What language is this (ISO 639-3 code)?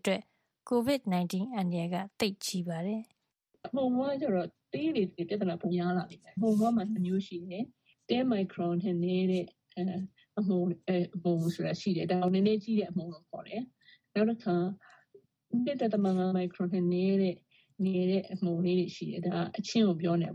mya